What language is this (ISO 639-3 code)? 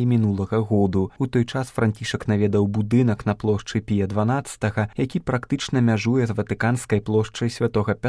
bel